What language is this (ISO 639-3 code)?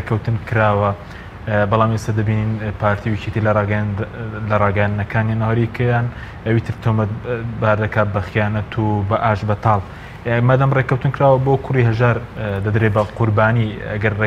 ckb